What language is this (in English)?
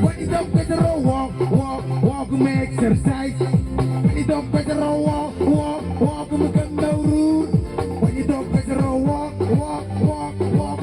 Marshallese